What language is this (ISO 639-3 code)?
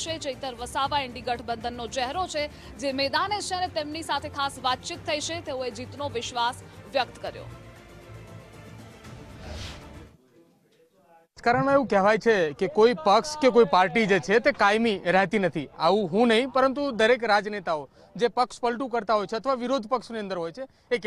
guj